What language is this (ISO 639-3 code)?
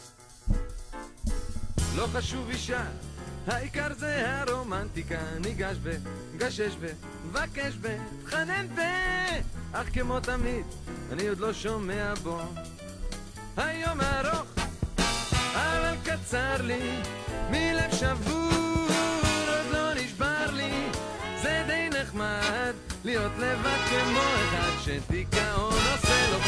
heb